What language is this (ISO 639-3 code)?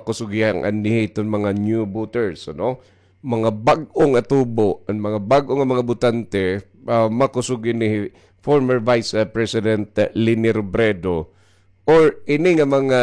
war